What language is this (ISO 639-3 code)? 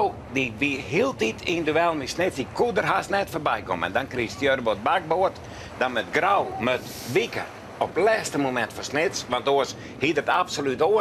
fry